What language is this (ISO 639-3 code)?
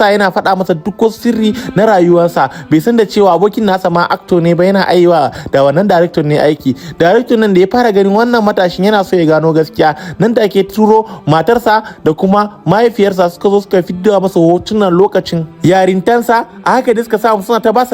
hau